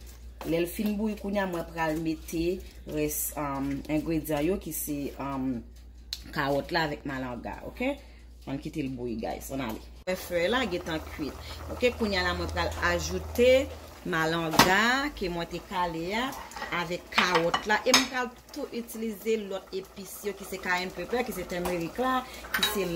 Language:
Haitian Creole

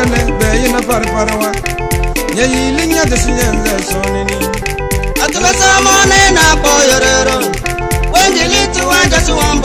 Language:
Tem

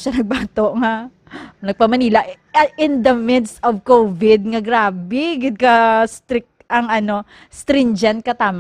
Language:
Hiligaynon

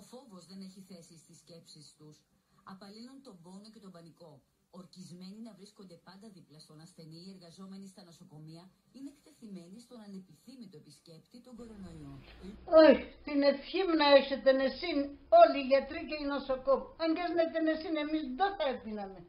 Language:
Pontic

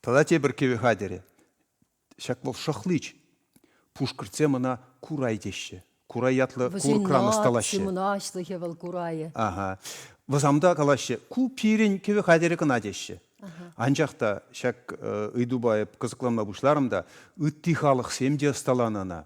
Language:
Chuvash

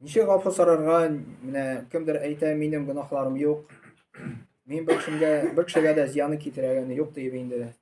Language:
Tatar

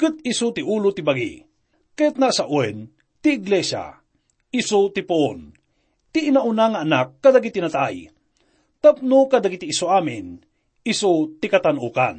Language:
Iloko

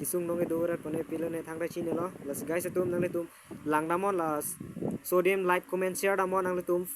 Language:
Karbi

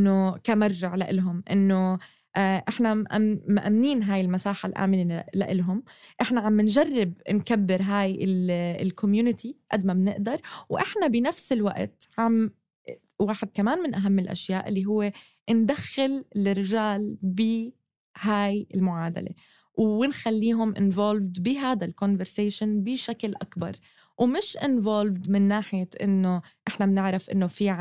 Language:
North Levantine Arabic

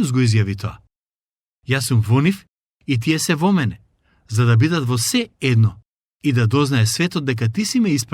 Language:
Macedonian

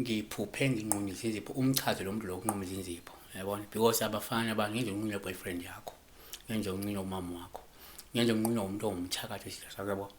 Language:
Zulu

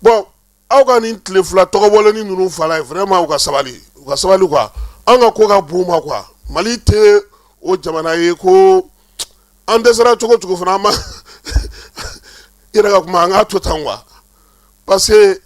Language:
Bambara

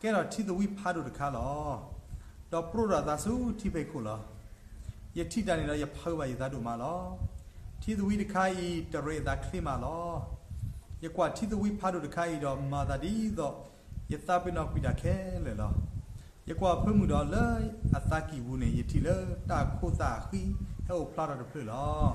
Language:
S'gaw Karen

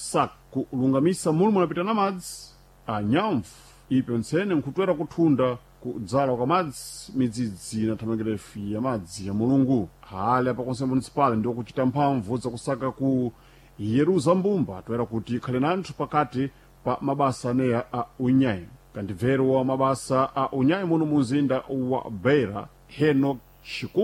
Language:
Sena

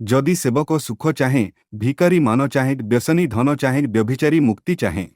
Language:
Odia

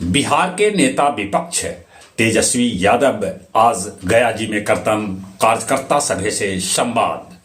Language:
Magahi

